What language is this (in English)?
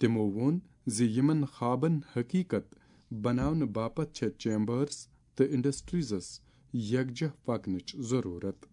Kashmiri